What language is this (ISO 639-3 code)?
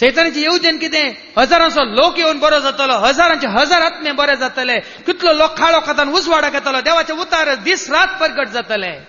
kok